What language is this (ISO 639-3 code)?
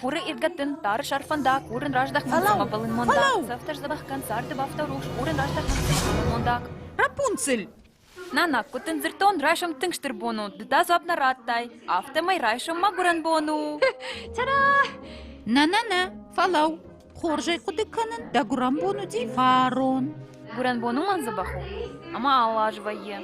oss